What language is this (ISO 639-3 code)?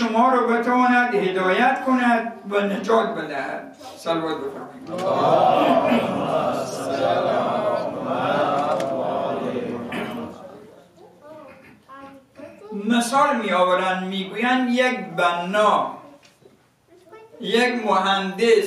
fas